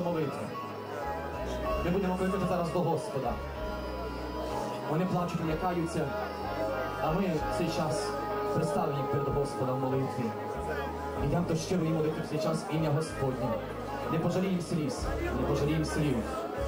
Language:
Ukrainian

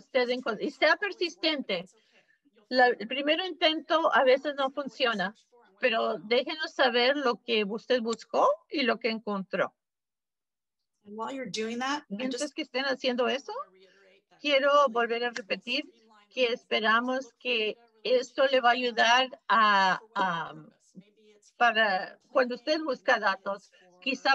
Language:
Spanish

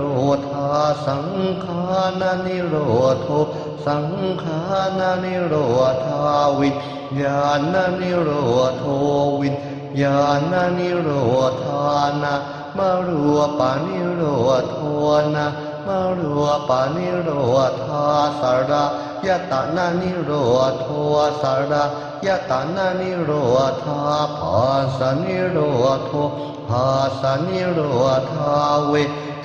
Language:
Pali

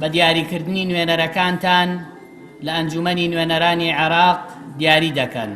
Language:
Central Kurdish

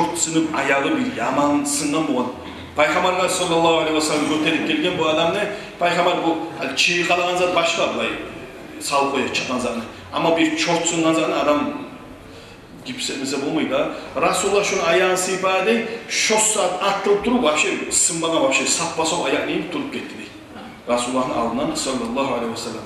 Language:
Kumyk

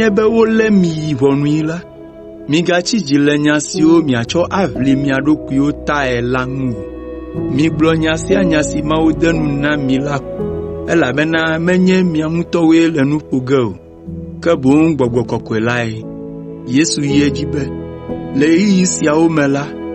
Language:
Ewe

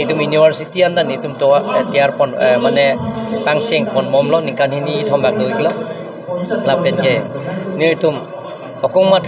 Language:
Karbi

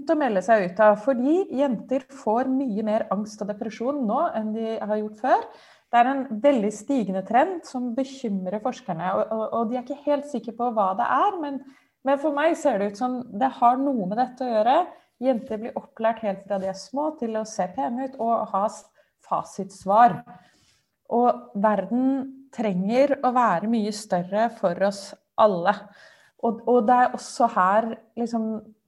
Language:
Norwegian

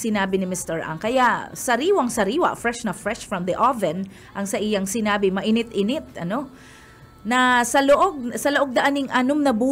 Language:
Bikol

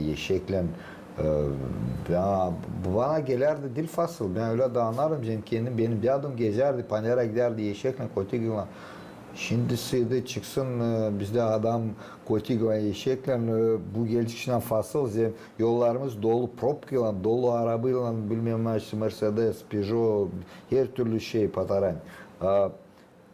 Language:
Gagauz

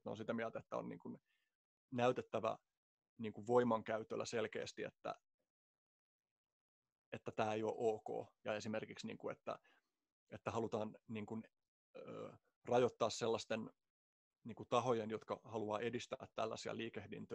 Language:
Finnish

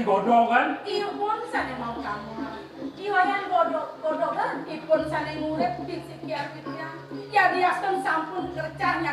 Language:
Balinese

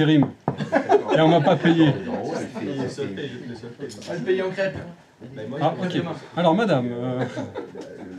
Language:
French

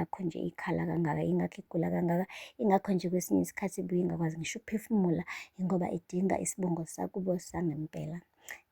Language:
Zulu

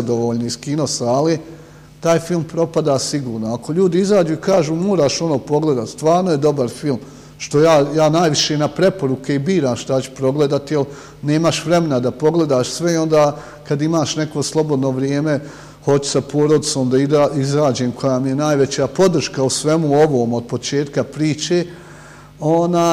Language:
Bosnian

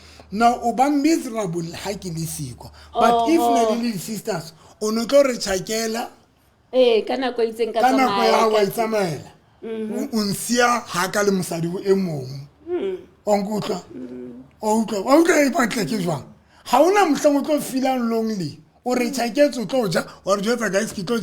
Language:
Southern Sotho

